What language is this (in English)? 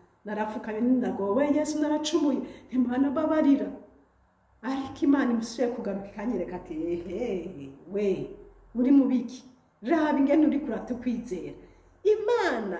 Rundi